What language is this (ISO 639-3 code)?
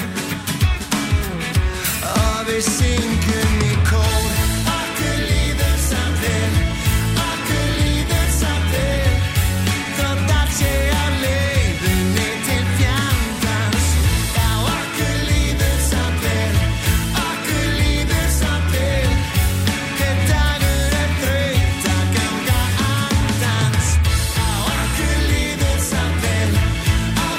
isl